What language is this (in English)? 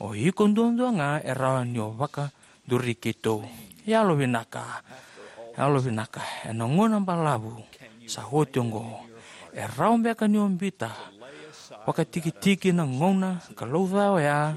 Fijian